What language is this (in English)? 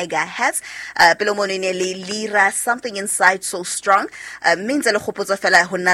Southern Sotho